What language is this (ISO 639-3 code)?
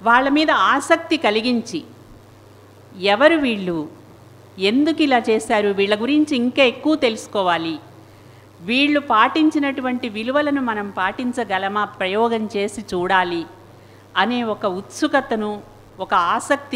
tel